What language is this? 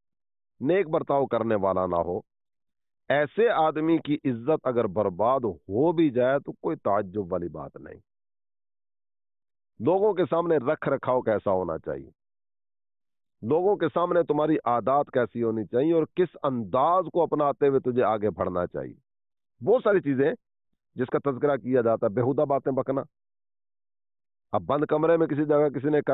Urdu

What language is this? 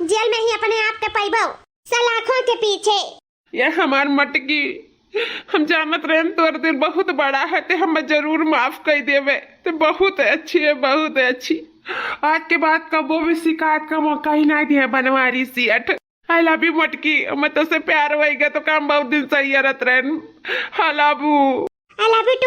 Awadhi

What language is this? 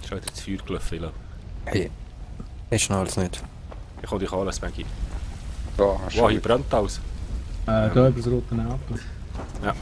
Swiss German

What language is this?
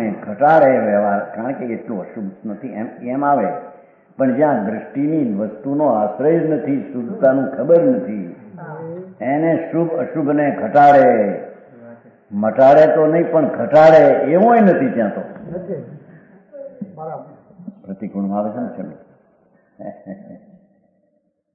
Gujarati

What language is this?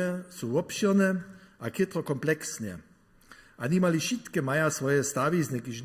Upper Sorbian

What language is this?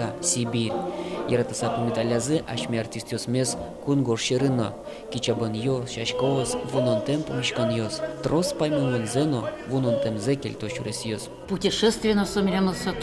Udmurt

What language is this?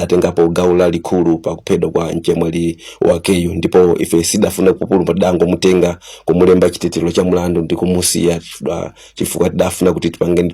Nyanja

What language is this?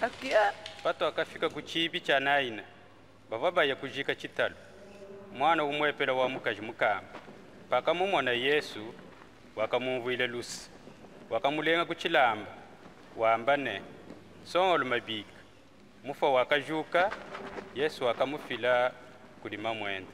Luba-Lulua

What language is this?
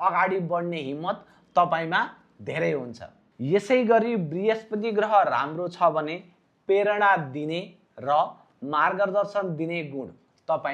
Nepali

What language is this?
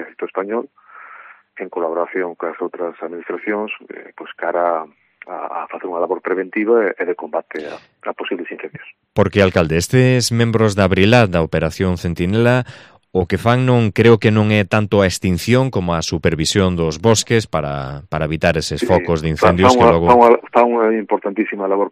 Galician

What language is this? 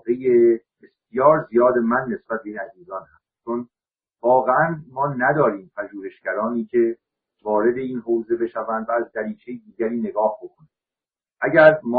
Persian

